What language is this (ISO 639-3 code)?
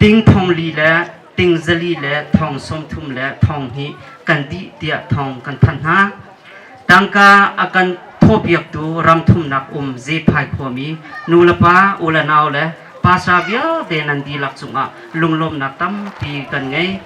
cnh